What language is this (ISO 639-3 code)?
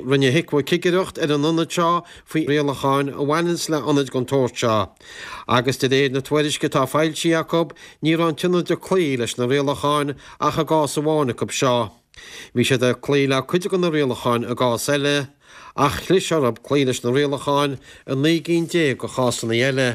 gle